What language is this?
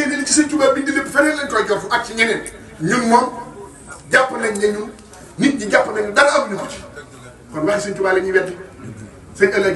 Wolof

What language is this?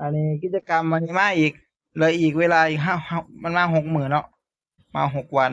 Northeastern Thai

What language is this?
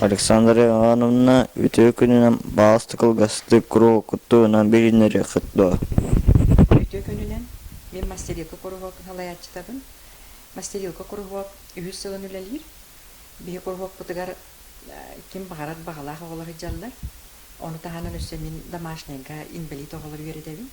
Yakut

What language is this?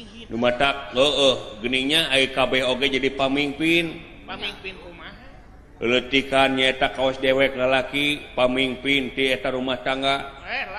Sundanese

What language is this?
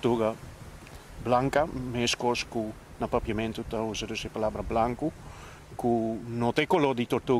Papiamento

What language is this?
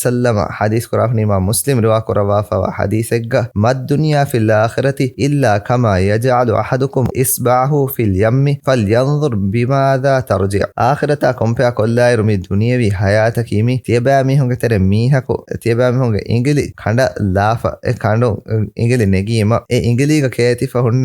Divehi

